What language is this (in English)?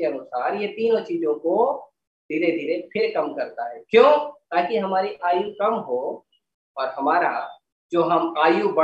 Hindi